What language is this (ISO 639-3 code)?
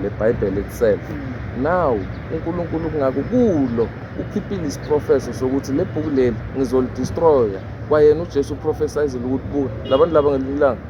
zul